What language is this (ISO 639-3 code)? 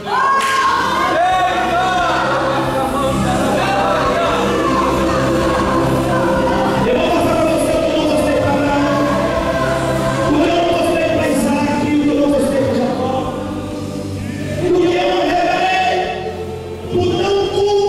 por